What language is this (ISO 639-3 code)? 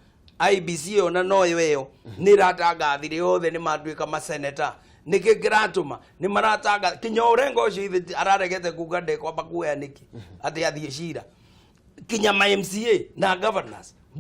kik